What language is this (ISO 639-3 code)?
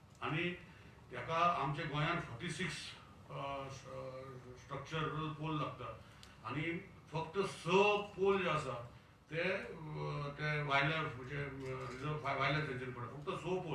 kok